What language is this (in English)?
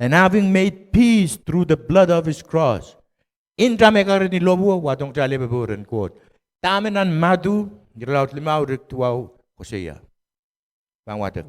Pohnpeian